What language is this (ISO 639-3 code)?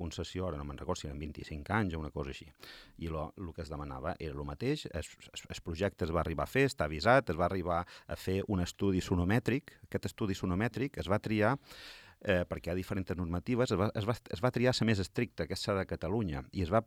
cat